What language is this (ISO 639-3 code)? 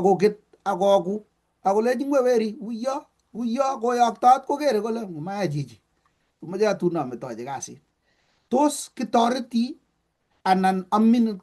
kln